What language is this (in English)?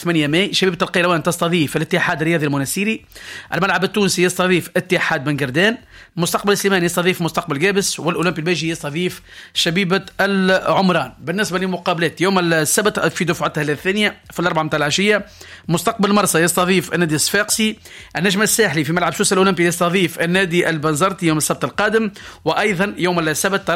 Tunisian Arabic